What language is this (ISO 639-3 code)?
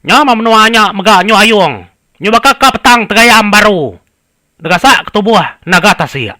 iba